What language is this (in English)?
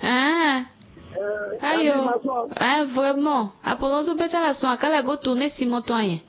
Sango